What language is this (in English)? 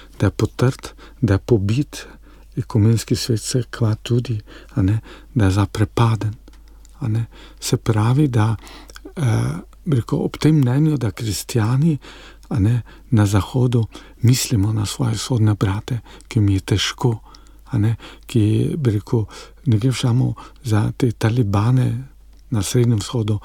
Slovenian